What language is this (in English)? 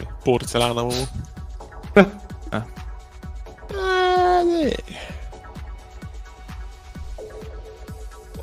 Hungarian